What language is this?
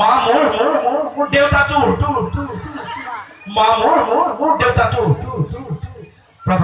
Assamese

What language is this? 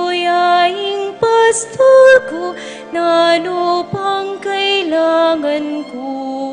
Pampanga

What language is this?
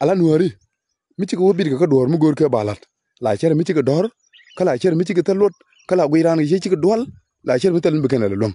Nuer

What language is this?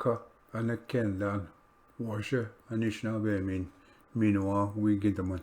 Ojibwa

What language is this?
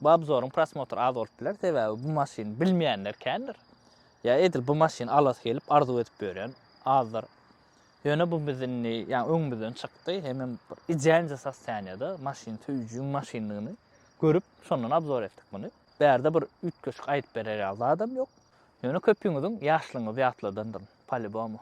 Turkmen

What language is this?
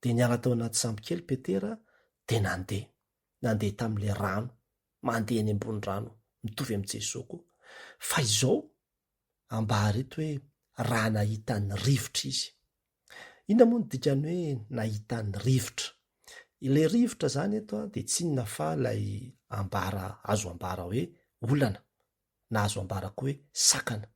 Malagasy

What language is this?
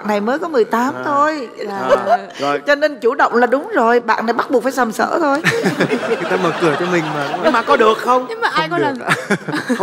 Vietnamese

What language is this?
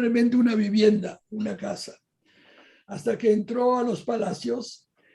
Ladino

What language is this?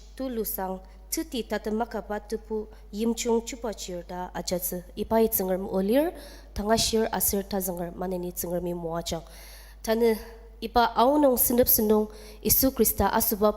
Ao Naga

